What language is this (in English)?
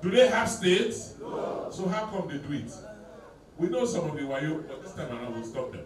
Nigerian Pidgin